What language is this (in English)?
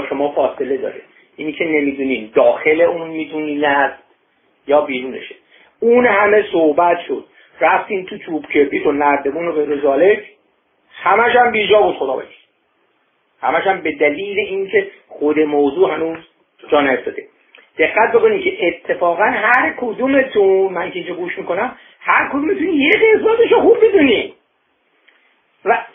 Persian